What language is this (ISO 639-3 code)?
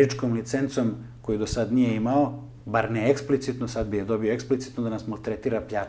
srp